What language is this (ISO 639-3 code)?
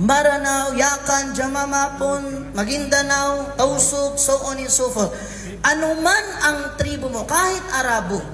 mrw